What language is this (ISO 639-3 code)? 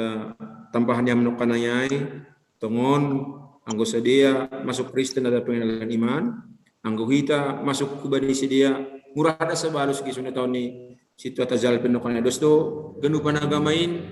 bts